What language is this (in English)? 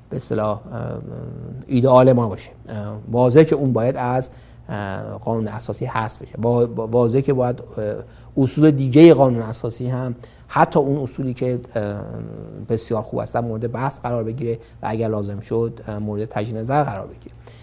Persian